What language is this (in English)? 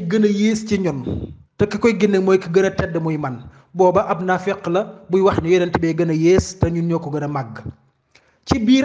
Wolof